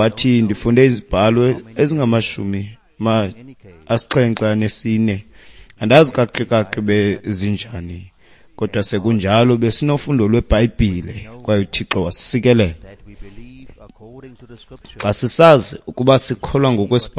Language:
Xhosa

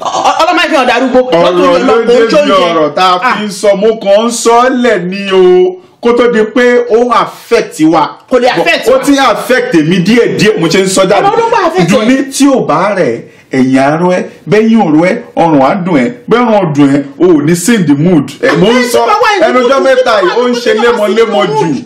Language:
Yoruba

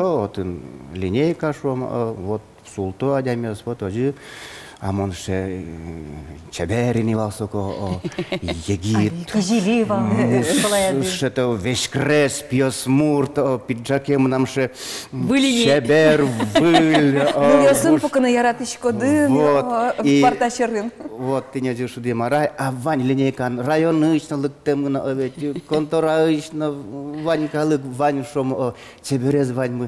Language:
Udmurt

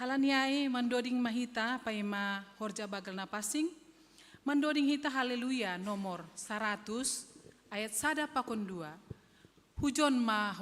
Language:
Batak Simalungun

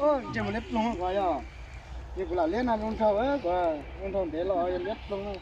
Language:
Hmong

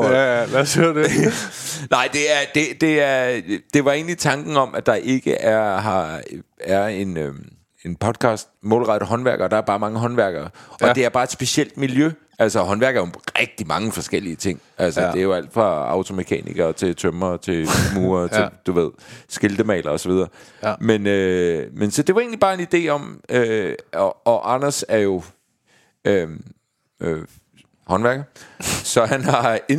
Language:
Danish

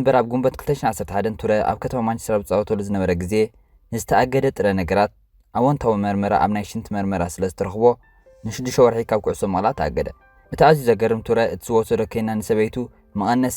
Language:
Tigrinya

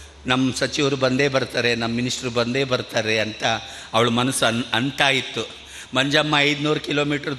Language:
Kannada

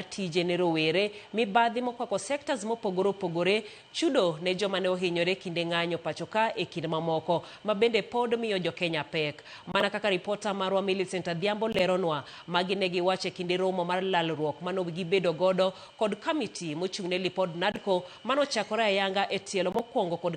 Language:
Luo (Kenya and Tanzania)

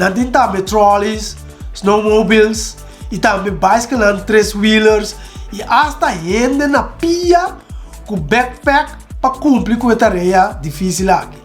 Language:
Papiamento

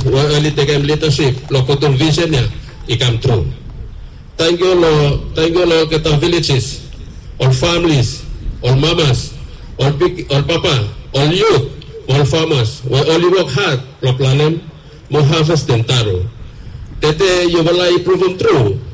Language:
Bislama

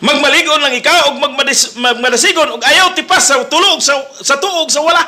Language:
Cebuano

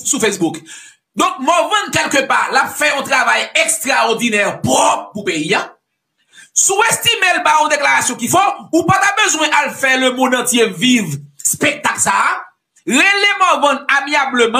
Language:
Haitian Creole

